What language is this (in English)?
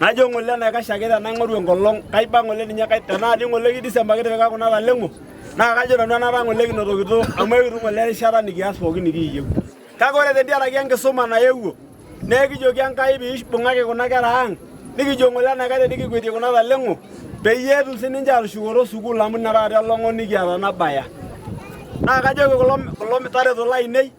Masai